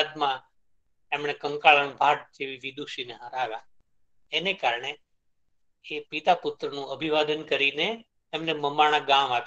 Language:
Gujarati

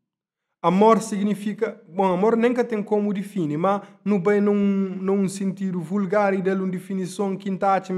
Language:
Kabuverdianu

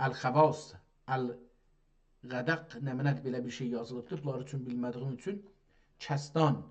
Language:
South Azerbaijani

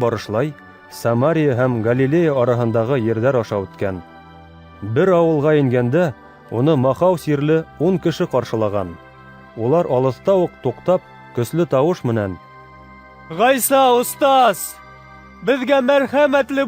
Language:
Bashkir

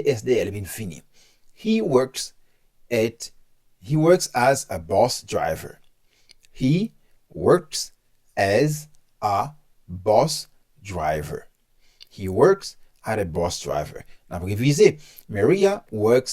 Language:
Haitian Creole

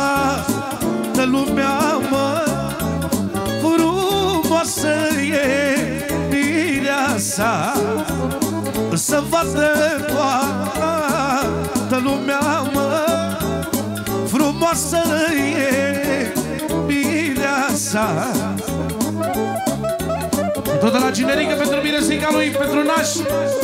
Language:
Romanian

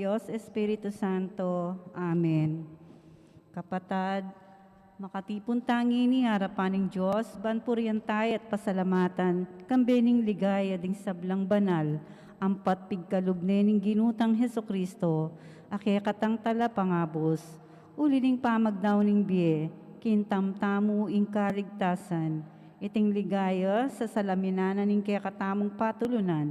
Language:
Pampanga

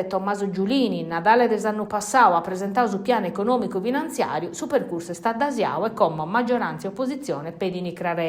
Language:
Sardinian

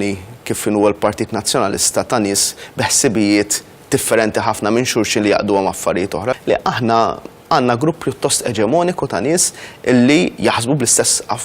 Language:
Maltese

